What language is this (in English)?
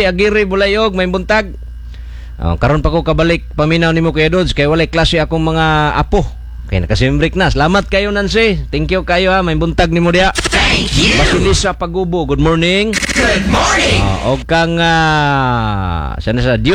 Cebuano